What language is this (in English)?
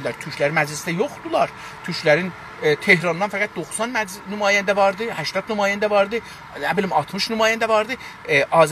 South Azerbaijani